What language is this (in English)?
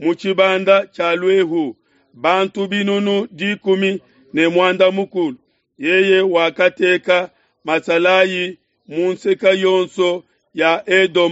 Luba-Lulua